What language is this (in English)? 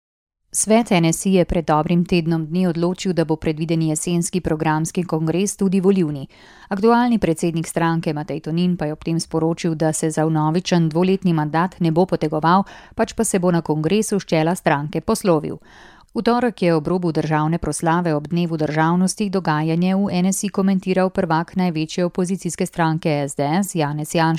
Slovenian